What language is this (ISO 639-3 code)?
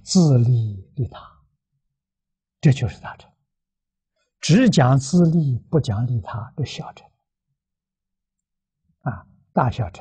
zho